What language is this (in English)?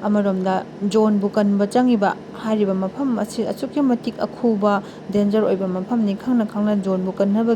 Manipuri